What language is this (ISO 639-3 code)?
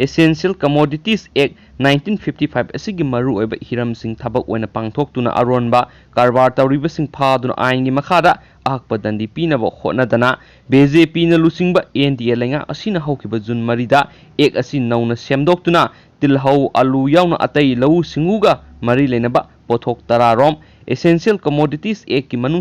mni